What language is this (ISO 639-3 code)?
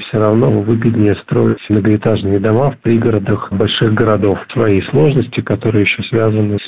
rus